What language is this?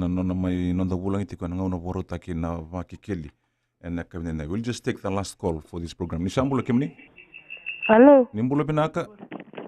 Fijian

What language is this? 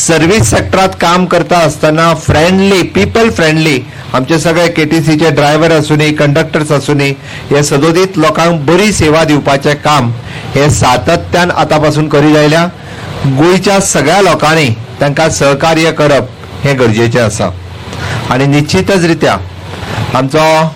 Konkani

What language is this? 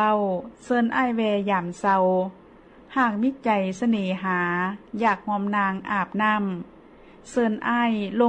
Lao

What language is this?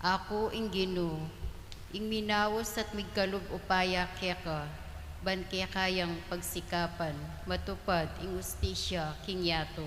Pampanga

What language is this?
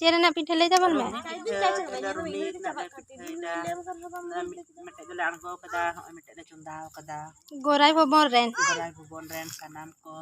Santali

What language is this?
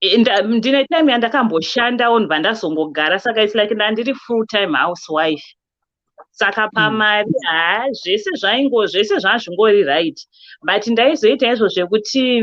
Shona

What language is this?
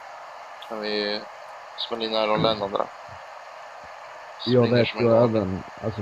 Swedish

